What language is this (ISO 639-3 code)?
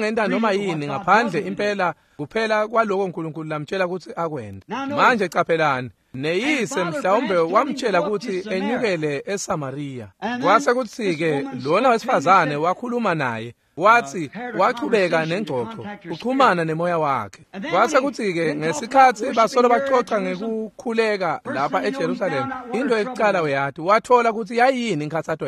ssw